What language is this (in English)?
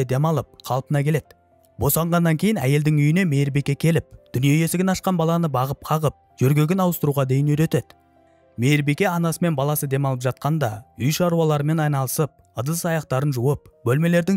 Kazakh